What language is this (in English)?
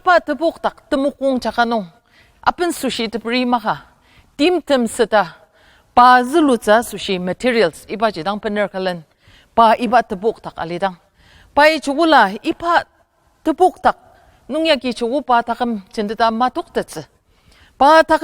Ao Naga